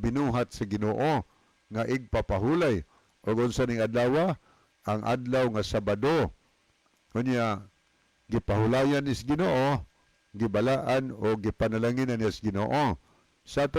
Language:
Cebuano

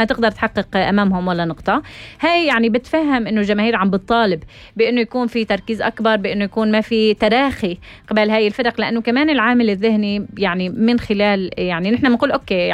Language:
North Levantine Arabic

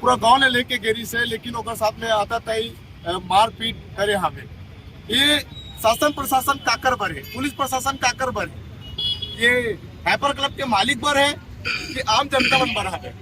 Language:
Chhattisgarhi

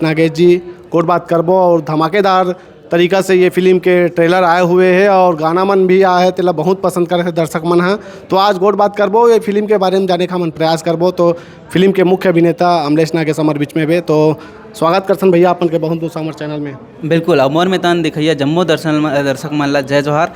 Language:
Chhattisgarhi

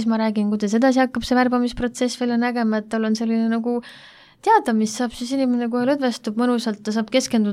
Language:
Estonian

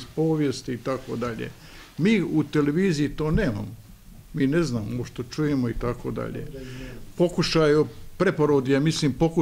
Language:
Bosnian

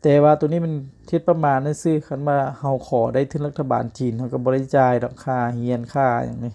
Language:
Lao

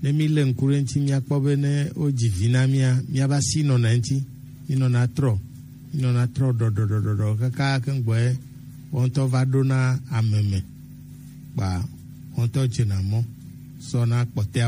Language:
Gen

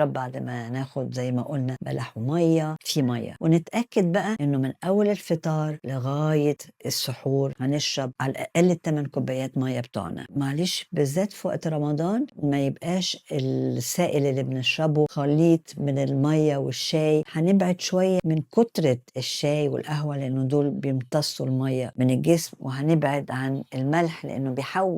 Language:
Egyptian Arabic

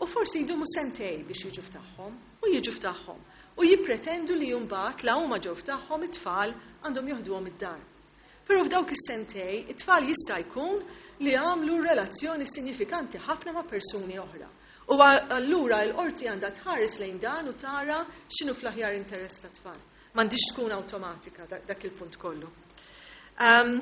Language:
Maltese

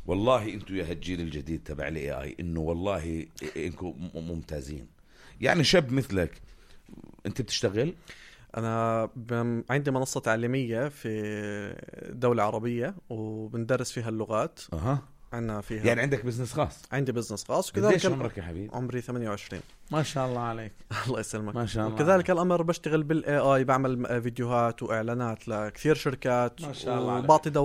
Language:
North Levantine Arabic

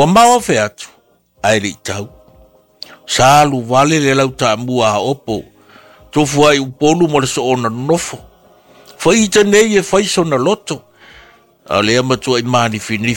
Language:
Samoan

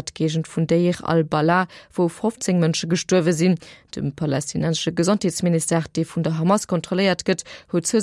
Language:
Luxembourgish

